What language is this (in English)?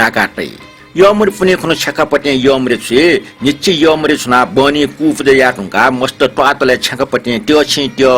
Newari